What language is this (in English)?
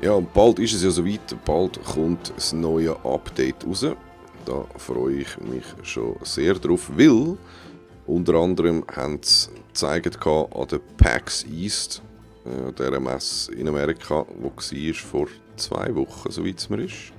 Swiss German